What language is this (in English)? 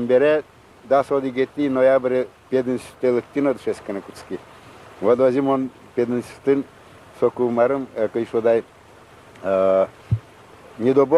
Udmurt